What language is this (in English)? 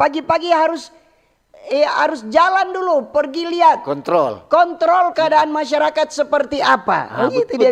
Manado Malay